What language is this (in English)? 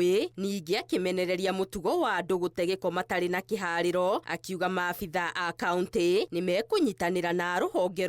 Kikuyu